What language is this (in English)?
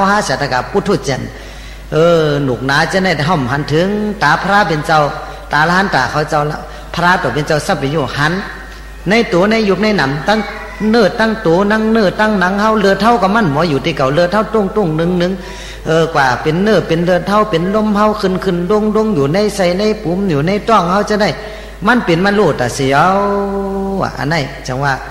Shan